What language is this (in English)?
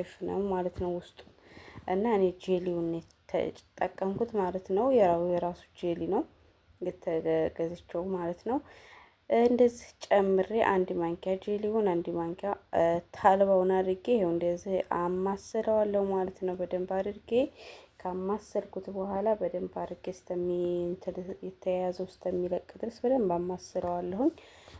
Amharic